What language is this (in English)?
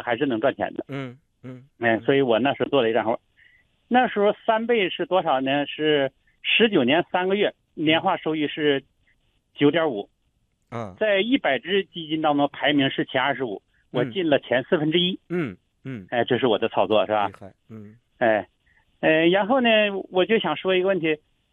Chinese